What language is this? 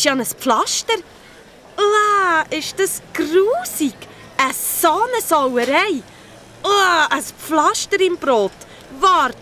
Swiss German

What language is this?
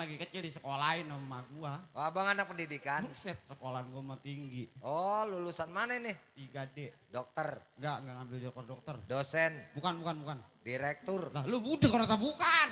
Betawi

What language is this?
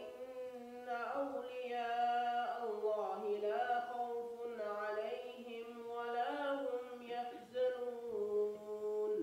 Kumyk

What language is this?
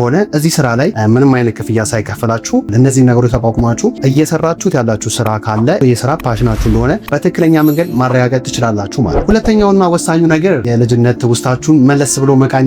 Amharic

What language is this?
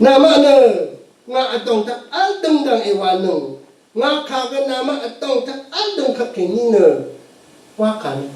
Rawang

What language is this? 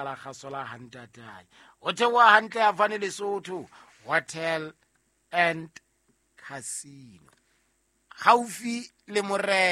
Southern Sotho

